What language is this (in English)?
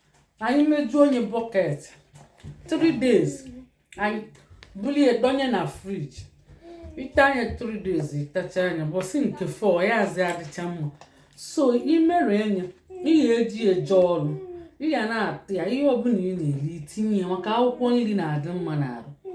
Igbo